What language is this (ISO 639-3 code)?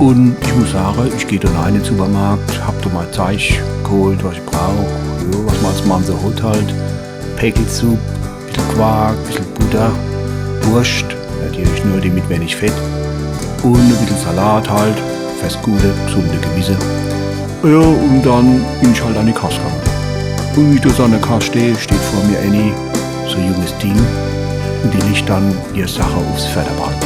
pfl